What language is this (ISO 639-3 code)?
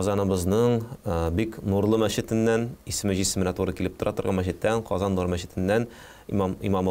tat